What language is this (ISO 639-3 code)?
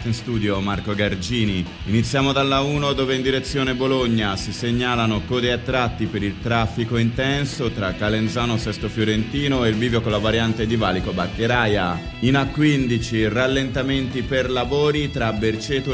ita